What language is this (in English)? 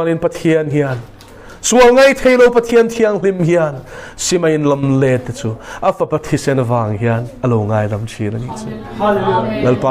Mizo